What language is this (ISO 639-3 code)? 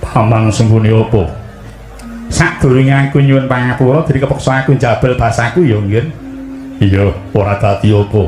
jav